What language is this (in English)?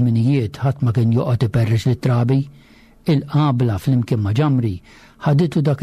Maltese